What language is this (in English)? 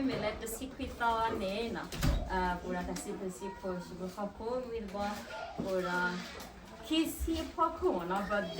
S'gaw Karen